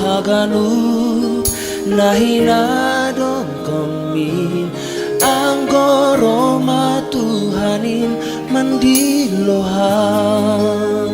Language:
Batak Simalungun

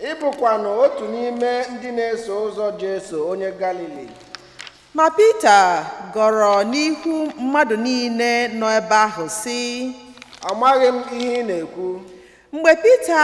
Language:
Igbo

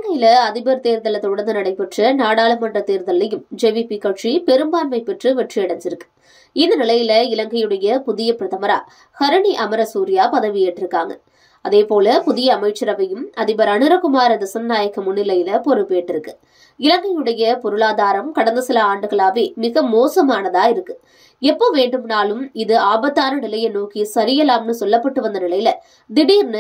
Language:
Tamil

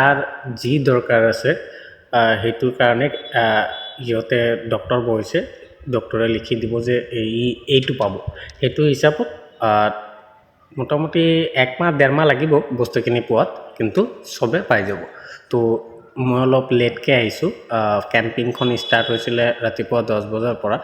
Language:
Assamese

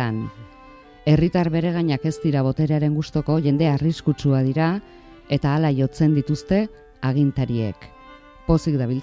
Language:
Basque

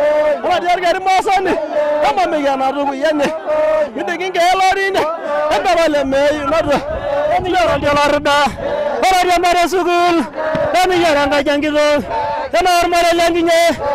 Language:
Masai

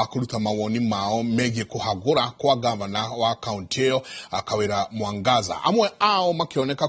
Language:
Kikuyu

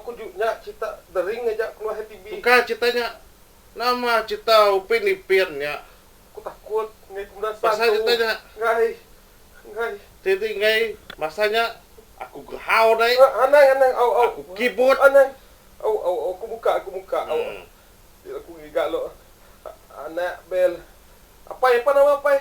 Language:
Iban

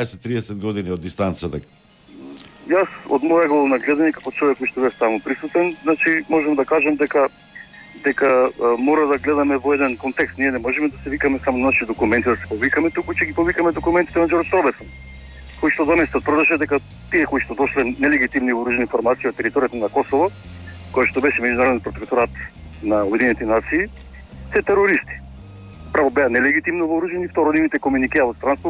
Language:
Macedonian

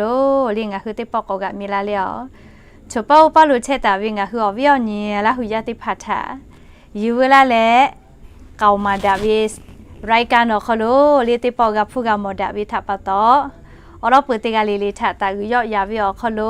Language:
Lahu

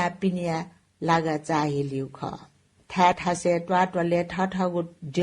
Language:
Newari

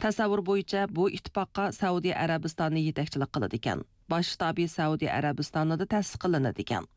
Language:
Uyghur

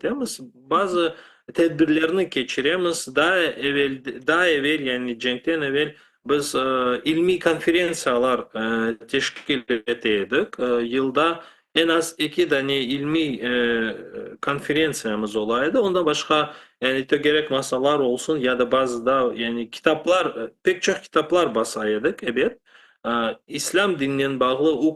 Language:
Crimean Tatar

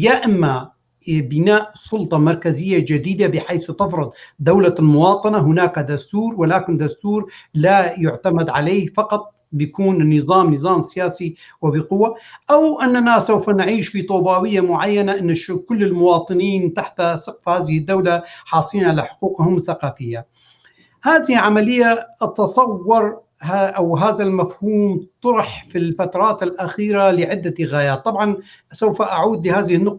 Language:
North Levantine Arabic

